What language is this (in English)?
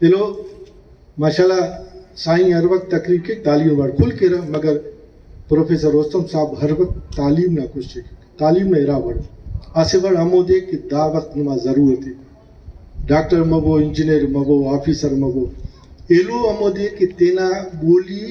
Brahui